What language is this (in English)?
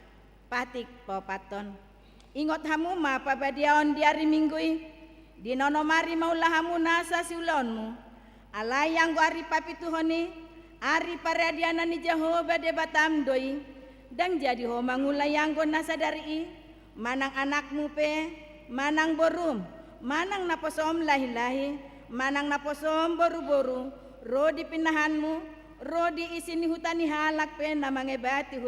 Batak Toba